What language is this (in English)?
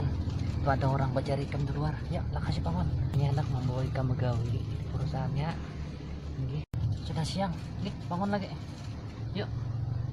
Banjar